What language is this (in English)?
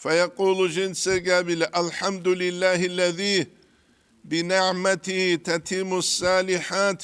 Avaric